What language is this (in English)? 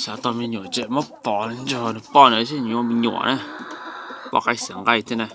Hmong